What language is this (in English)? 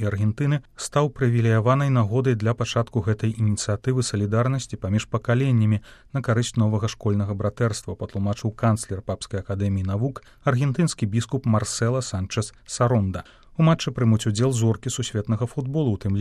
Belarusian